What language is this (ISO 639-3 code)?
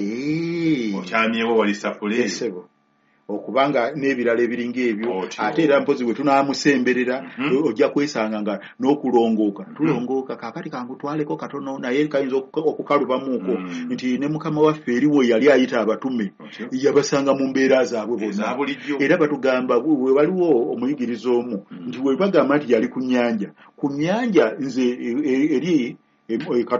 lug